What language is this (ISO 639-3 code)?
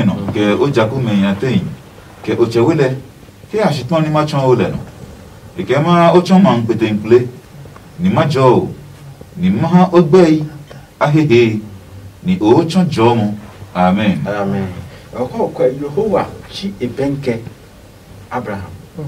ada